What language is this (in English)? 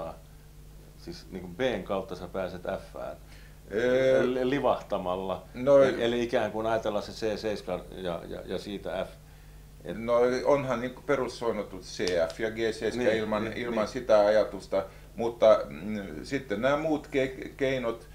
Finnish